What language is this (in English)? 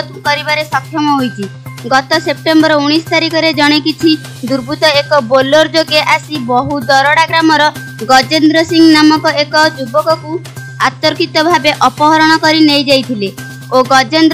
Odia